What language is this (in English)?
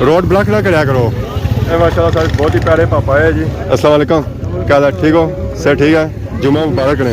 Pahari-Potwari